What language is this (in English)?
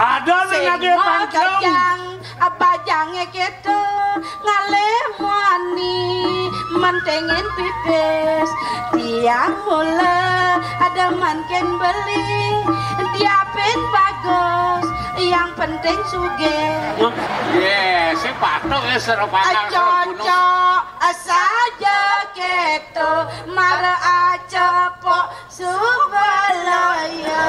Balinese